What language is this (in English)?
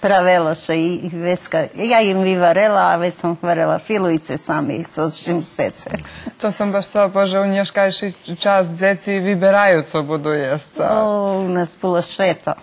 Rusyn